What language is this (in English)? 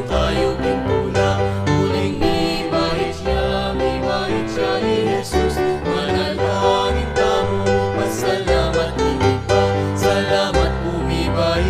Pampanga